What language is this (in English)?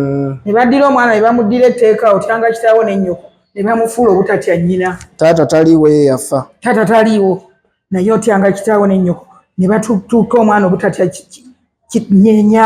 Ganda